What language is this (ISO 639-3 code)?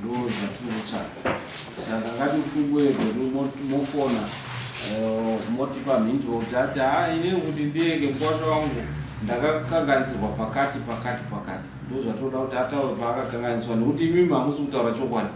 sna